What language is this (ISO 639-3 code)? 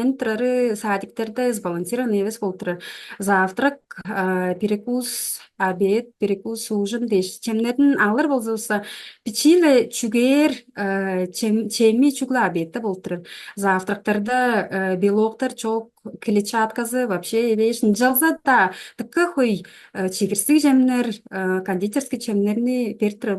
tyv